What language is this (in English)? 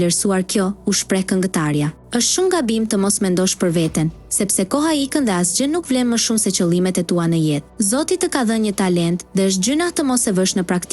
Albanian